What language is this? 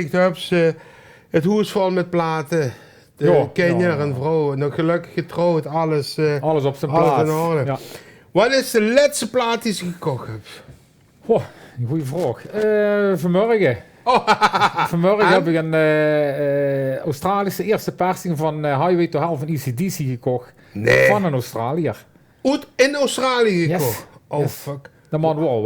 Limburgish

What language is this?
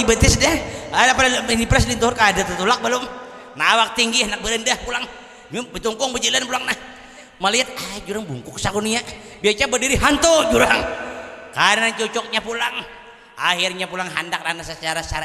Banjar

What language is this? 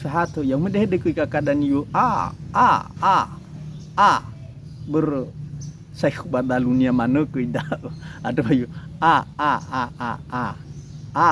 Nias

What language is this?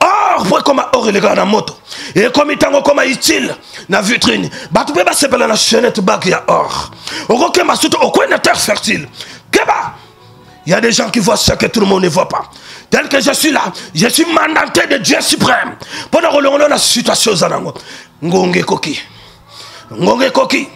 Lingala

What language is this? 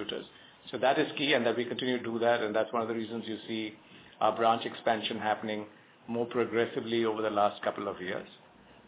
English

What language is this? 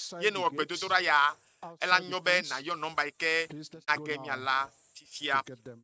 Ewe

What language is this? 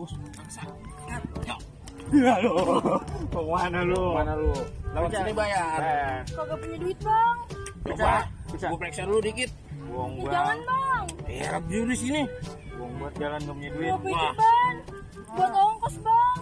Betawi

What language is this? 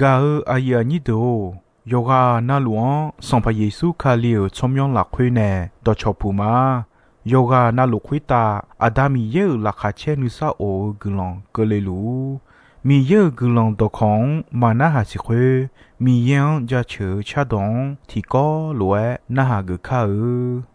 Akha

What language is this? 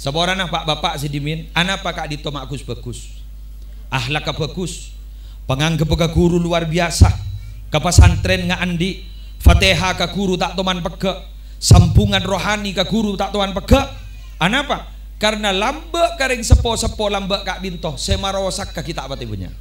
Madurese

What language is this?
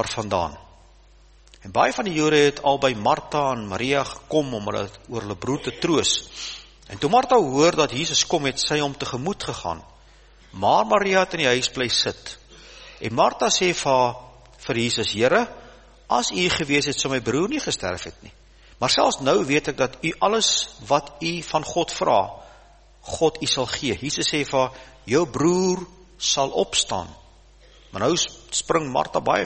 Afrikaans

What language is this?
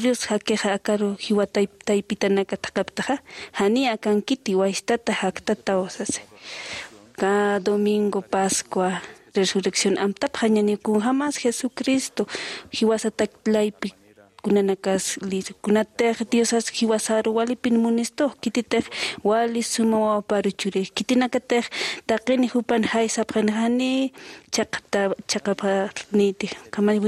Aymara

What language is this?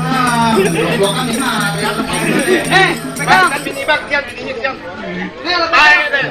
Betawi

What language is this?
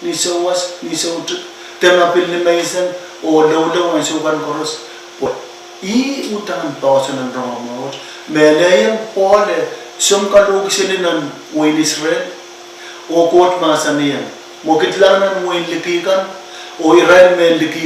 Pohnpeian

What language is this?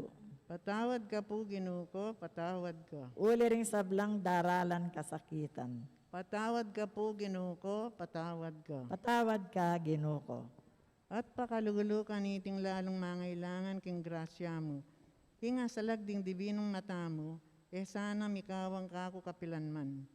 Pampanga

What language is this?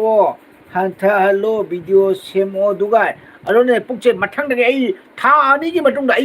Manipuri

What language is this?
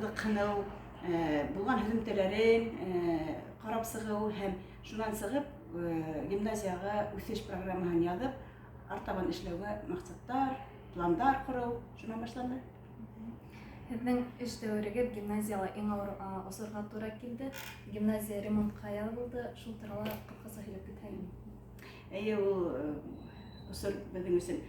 Bashkir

